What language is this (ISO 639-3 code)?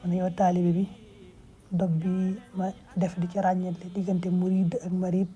wol